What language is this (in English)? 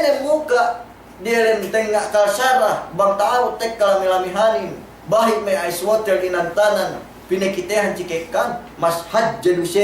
Yakan